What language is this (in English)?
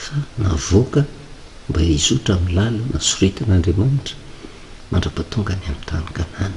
Malagasy